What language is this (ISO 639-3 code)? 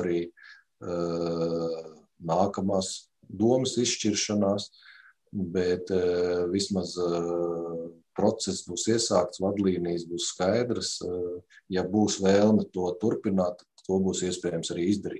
lav